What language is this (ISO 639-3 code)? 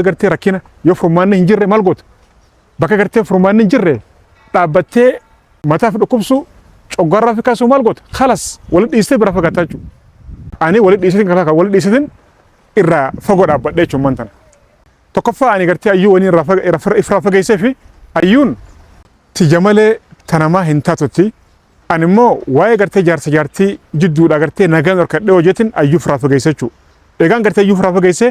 orm